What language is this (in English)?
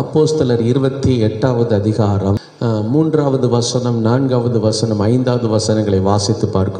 Tamil